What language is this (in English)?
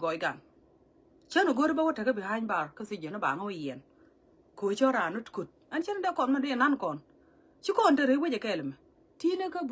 Nuer